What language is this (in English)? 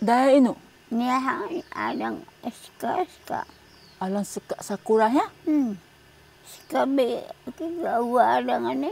Taroko